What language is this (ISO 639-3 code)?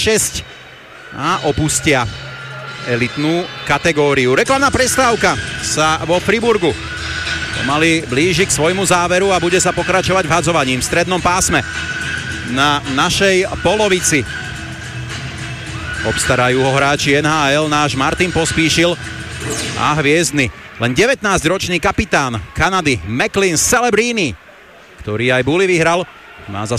slk